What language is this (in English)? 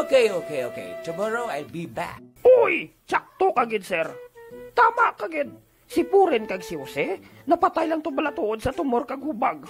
Hiligaynon